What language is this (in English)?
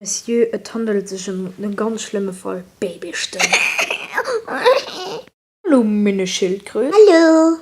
Luxembourgish